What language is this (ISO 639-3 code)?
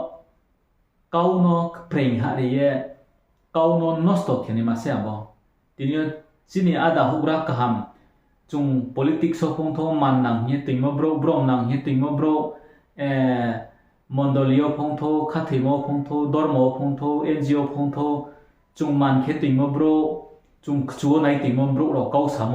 ria